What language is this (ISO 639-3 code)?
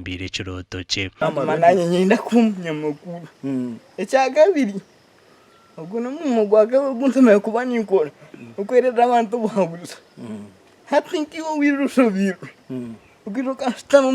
nyn